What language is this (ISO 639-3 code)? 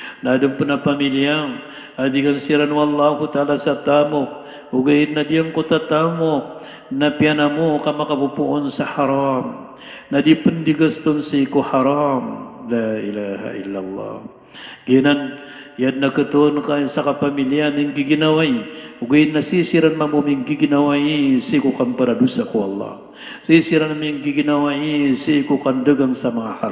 mrw